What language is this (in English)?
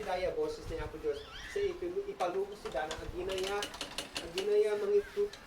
Isnag